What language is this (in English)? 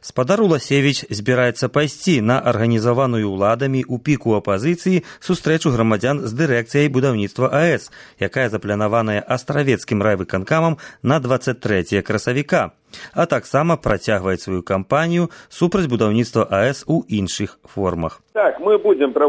Belarusian